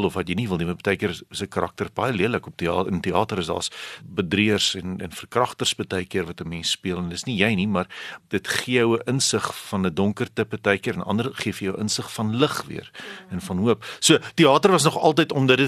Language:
Afrikaans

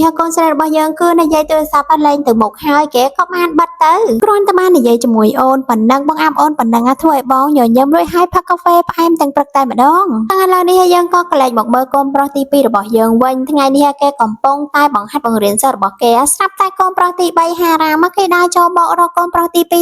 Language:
Khmer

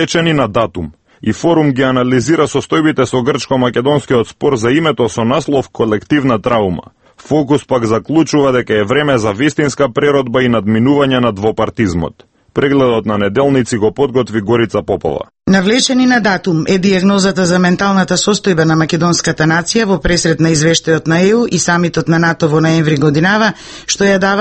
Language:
Macedonian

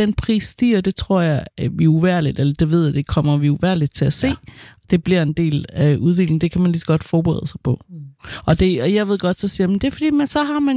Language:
Danish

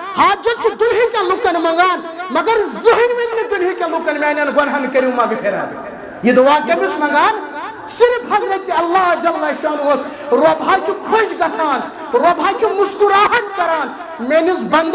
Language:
Kashmiri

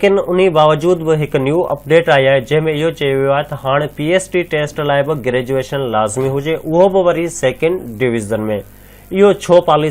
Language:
Sindhi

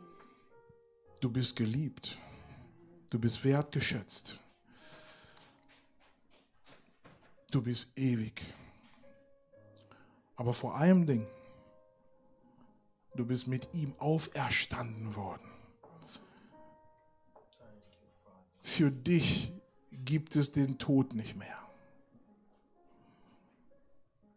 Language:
German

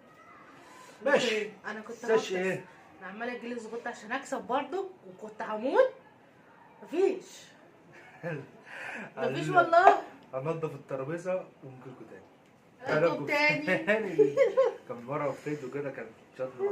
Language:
Egyptian Arabic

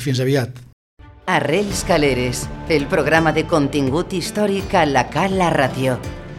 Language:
Catalan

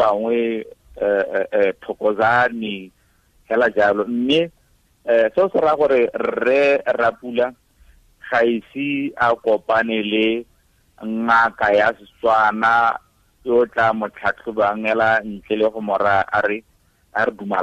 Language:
Tswana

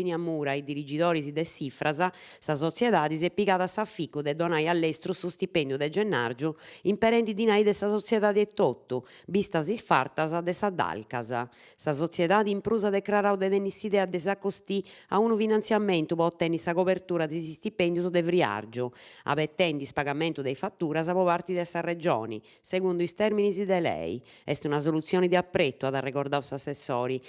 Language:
Sardinian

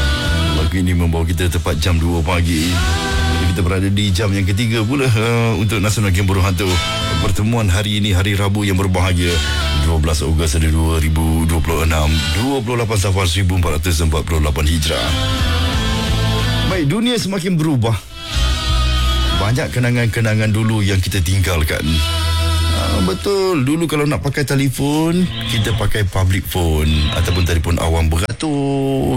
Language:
Malay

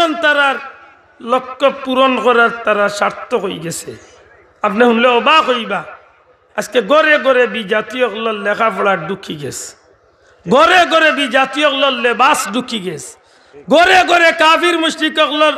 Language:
Sylheti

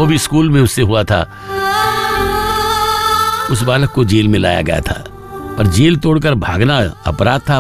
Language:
Hindi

